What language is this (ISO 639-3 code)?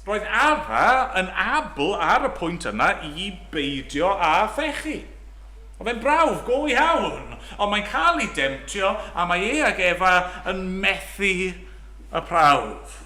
cym